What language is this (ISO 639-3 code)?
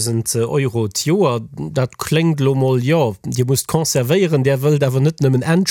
ltz